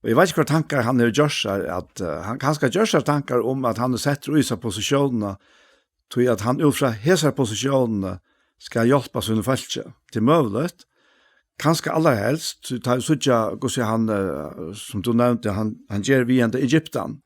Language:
Faroese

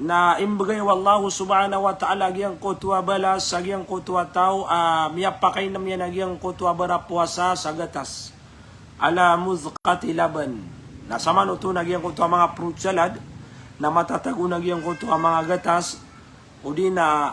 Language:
Maranao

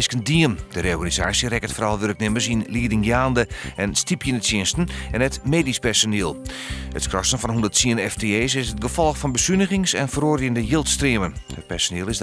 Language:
Western Frisian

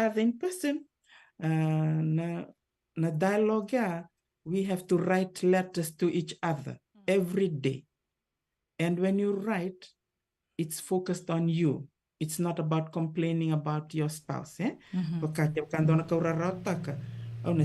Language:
Fijian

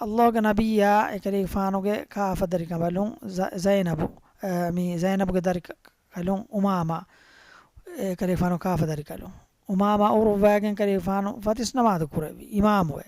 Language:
Divehi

